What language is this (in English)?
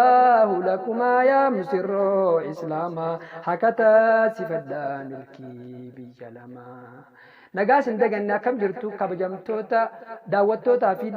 Oromo